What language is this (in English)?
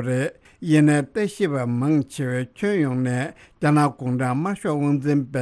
Tibetan